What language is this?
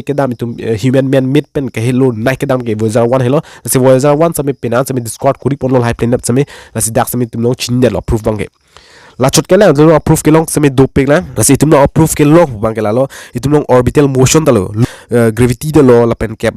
Karbi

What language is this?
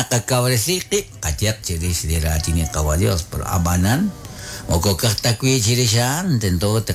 Kekchí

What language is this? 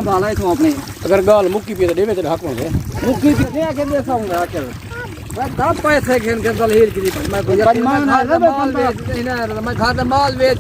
Saraiki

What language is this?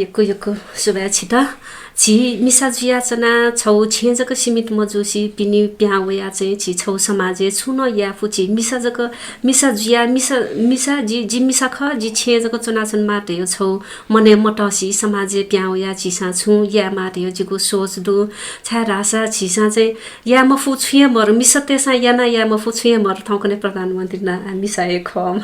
Newari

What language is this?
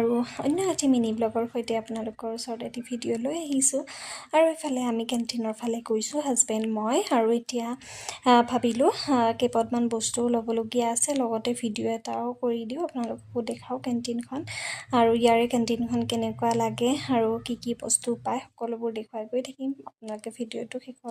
Assamese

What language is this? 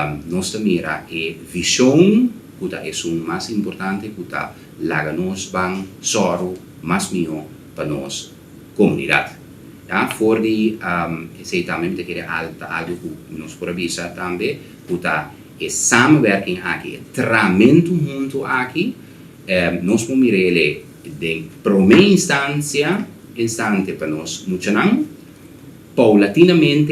Papiamento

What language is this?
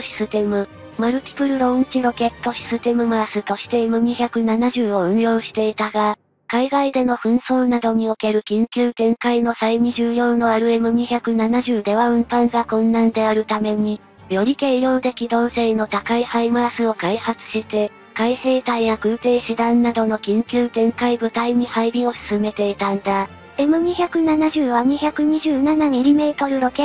Japanese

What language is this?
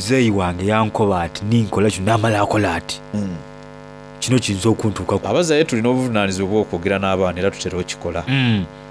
Soga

